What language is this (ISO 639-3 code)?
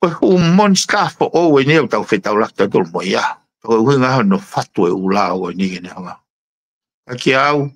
ton